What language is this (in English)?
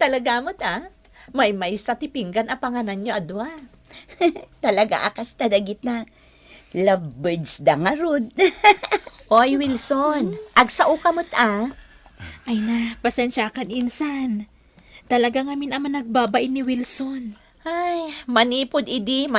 Iloko